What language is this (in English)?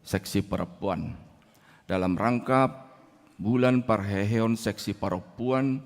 Batak Toba